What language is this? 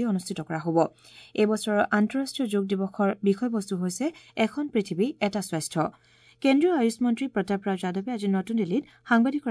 Assamese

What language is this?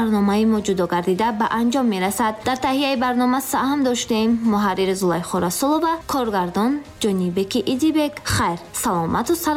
Tajik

